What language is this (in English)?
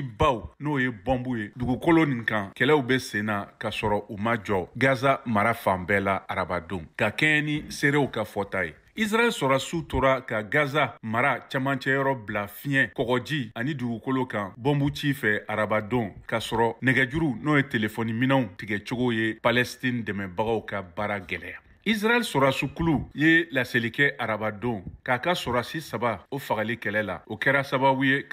Bambara